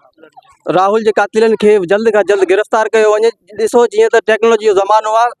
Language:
Sindhi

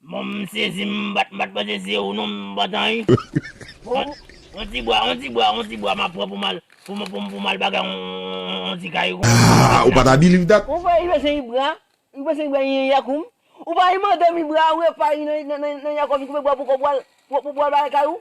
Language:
Haitian Creole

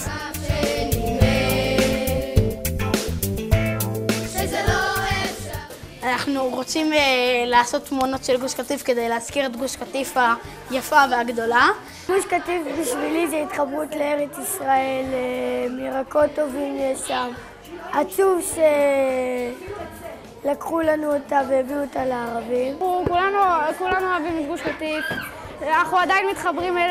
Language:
Hebrew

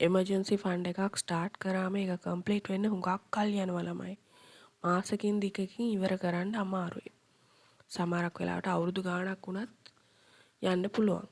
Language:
Sinhala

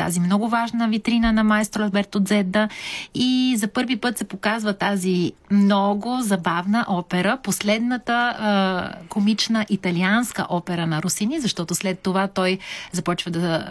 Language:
Bulgarian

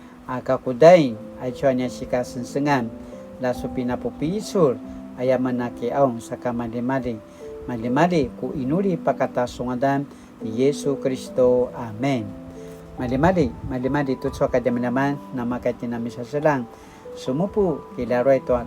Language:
Paiwan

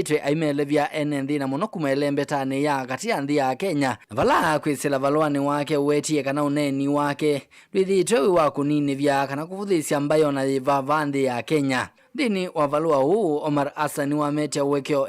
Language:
Kamba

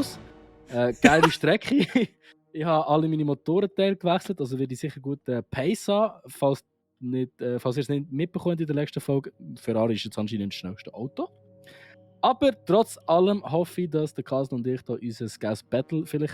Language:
Swiss German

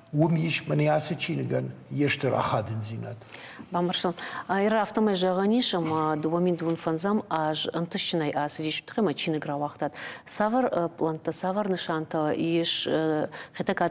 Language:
Ossetic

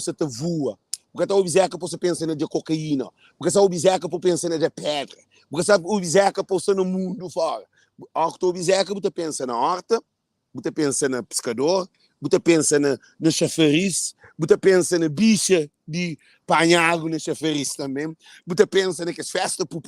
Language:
Kabuverdianu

